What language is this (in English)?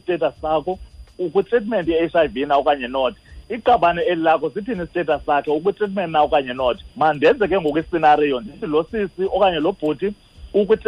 Xhosa